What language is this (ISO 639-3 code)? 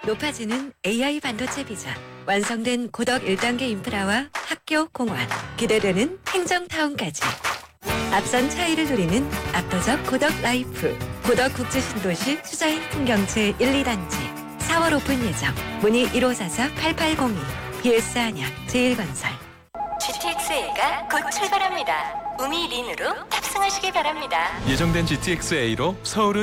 kor